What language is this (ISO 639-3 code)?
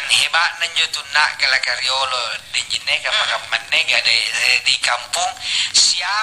mak